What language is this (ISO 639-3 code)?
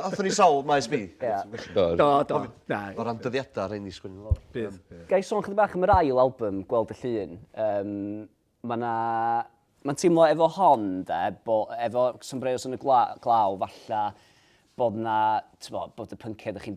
cym